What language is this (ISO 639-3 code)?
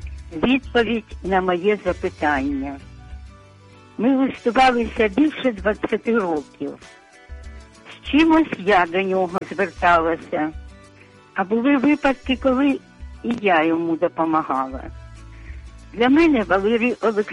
ukr